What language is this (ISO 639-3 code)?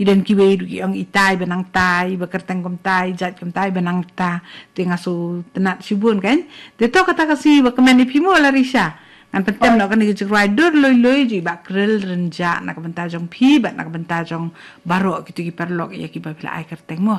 kha